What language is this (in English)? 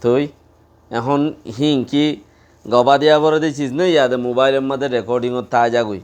Rohingya